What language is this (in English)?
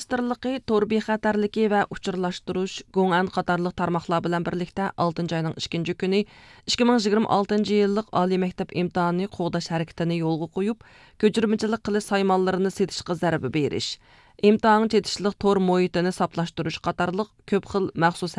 Uyghur